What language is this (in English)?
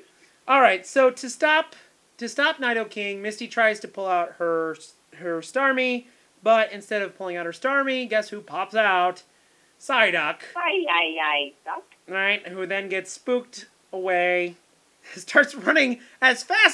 English